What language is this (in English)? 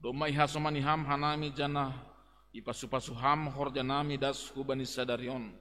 Batak Simalungun